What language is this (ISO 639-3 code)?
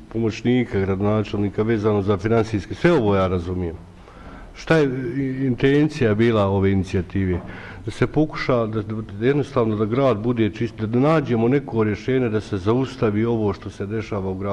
bos